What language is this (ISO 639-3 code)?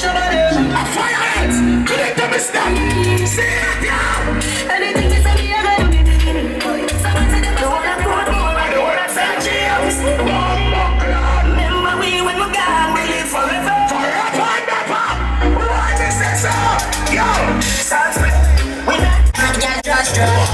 jam